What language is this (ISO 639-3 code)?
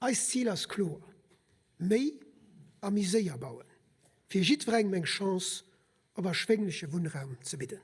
ltz